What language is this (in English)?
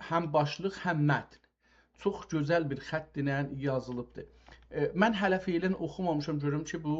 South Azerbaijani